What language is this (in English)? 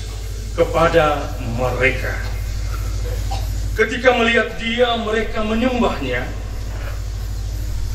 Indonesian